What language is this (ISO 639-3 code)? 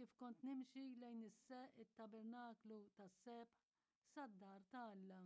mlt